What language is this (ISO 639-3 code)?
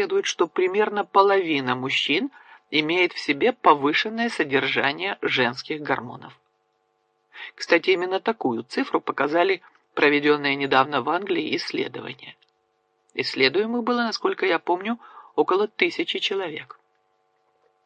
rus